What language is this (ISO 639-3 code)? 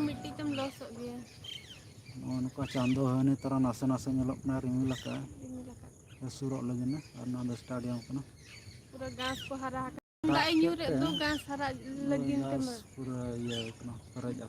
sat